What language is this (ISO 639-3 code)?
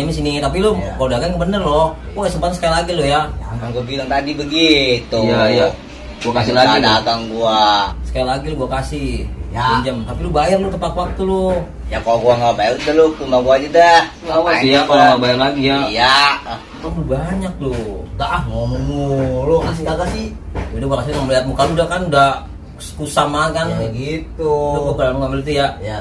bew